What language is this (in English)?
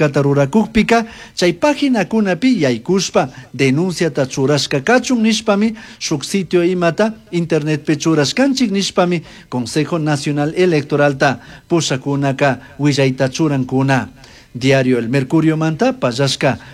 Chimborazo Highland Quichua